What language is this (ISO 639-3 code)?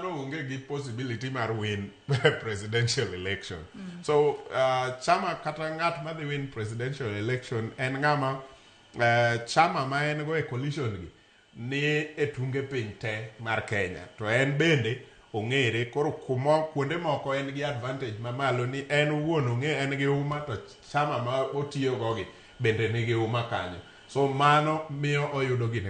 luo